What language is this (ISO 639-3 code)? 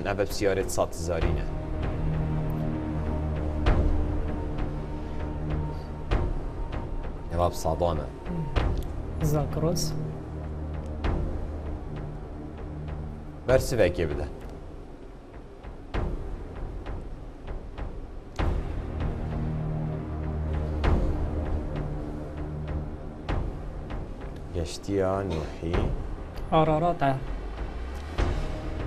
kur